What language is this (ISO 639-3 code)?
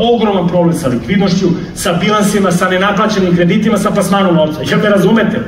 srp